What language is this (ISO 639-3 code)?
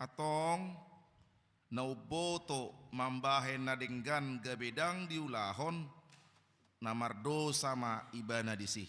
bbc